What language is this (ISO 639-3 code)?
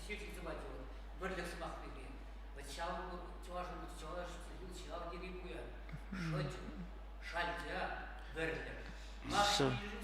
chv